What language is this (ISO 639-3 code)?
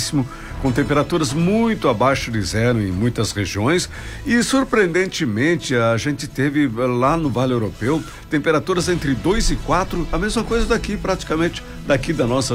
por